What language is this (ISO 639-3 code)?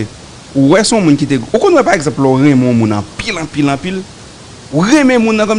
hat